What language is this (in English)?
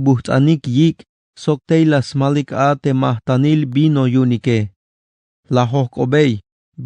Tzeltal